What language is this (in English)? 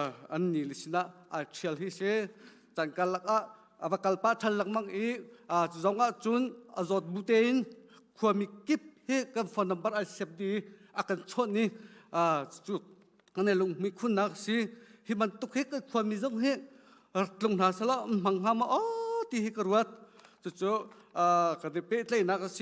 Hakha Chin